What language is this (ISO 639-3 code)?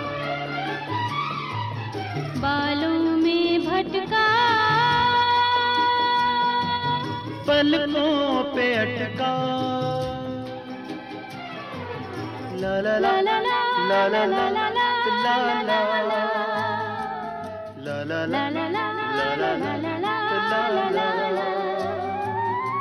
hin